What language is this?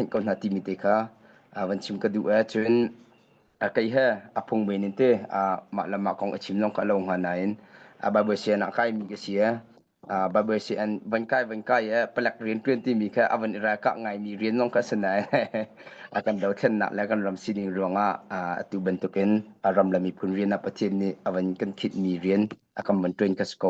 Hakha Chin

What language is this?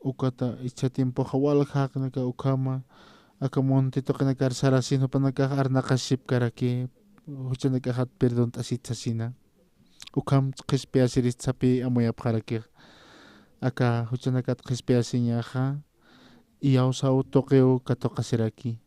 Aymara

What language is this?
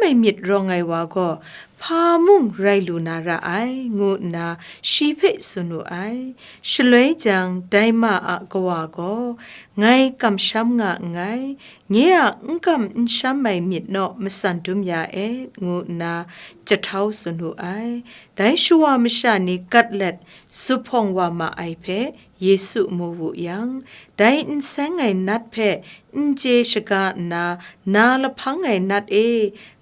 Kachin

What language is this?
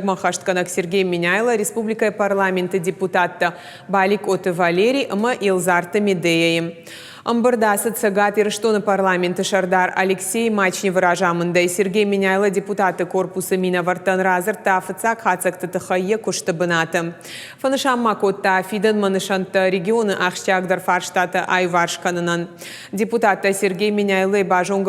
Ossetic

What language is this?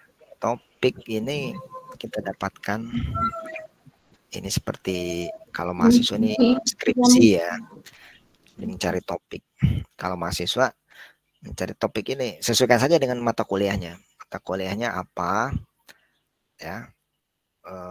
Indonesian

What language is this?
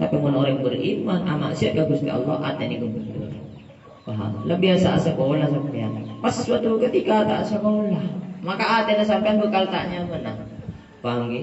Madurese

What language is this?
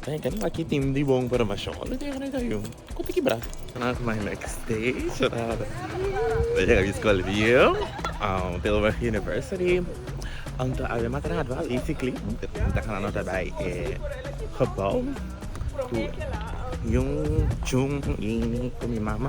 Papiamento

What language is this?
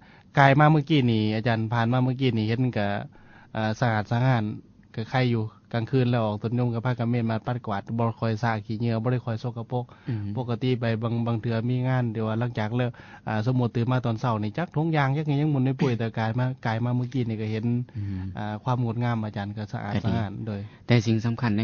Lao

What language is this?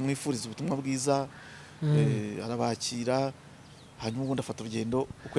Kinyarwanda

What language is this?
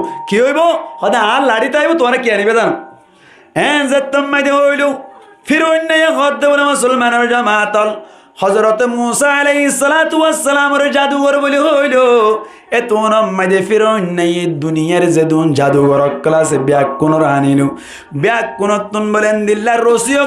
Rohingya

